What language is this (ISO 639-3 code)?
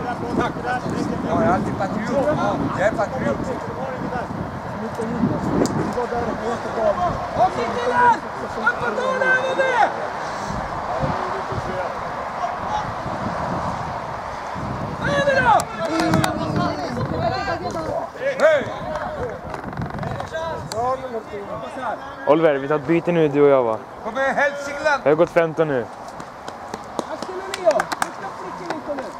swe